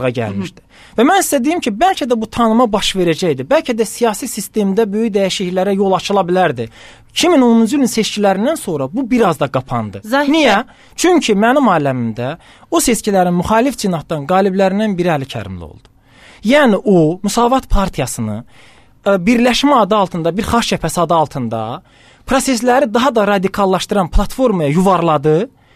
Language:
Azerbaijani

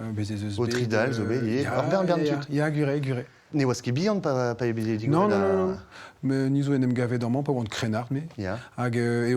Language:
Breton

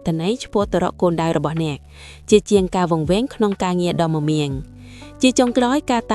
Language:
Khmer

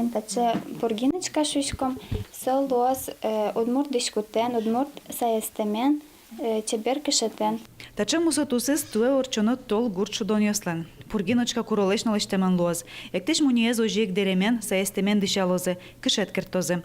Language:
Udmurt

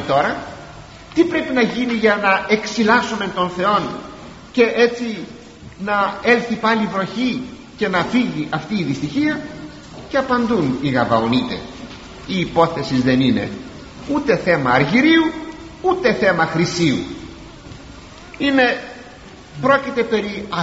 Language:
Greek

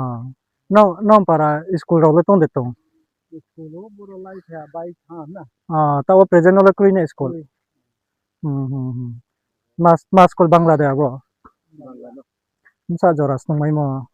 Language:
Riang (India)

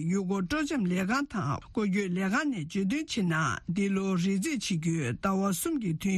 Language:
Tibetan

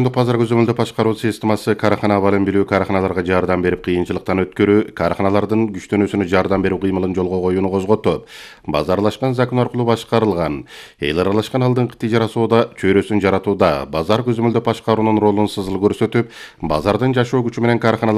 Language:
Kyrgyz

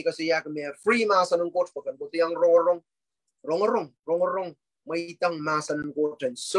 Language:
Pohnpeian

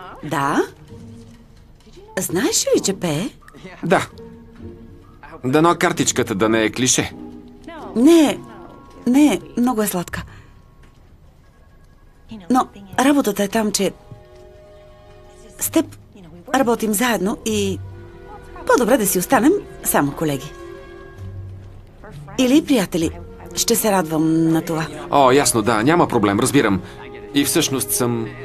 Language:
Bulgarian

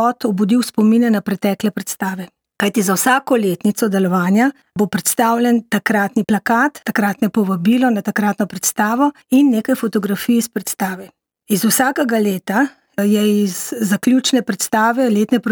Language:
Slovenian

